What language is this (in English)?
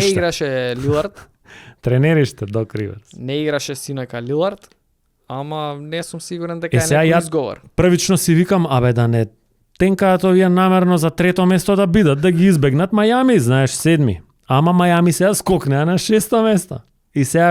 Macedonian